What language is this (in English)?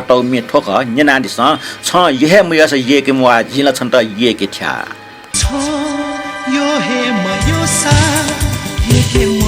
Newari